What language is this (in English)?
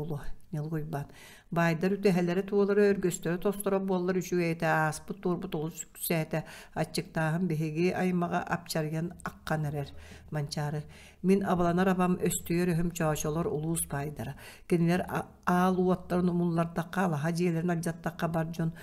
Yakut